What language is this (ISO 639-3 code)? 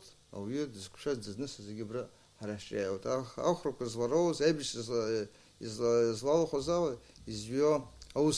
abk